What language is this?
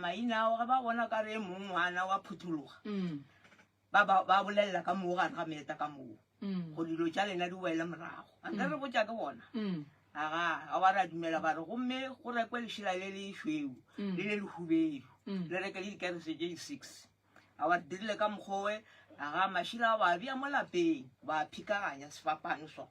Northern Sotho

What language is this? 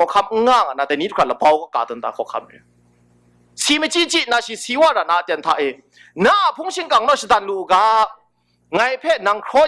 Kachin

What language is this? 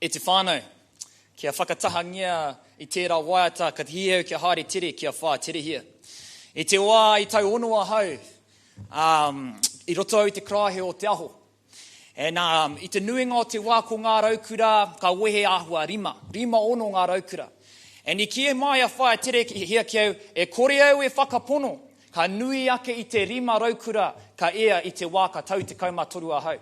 Māori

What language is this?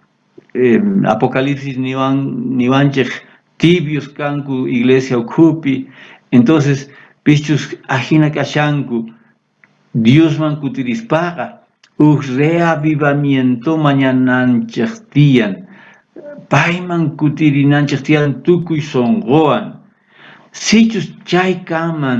South Bolivian Quechua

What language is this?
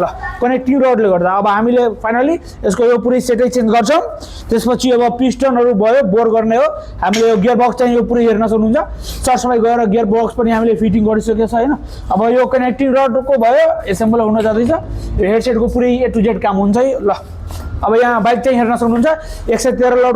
Nepali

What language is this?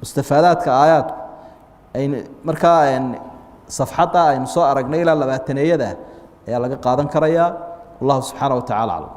Somali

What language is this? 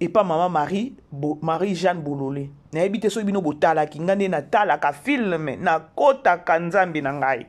Lingala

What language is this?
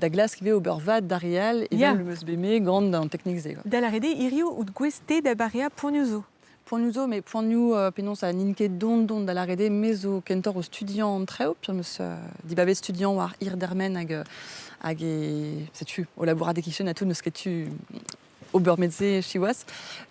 Breton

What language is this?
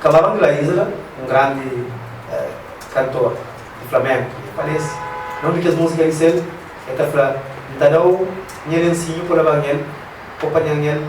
Kabuverdianu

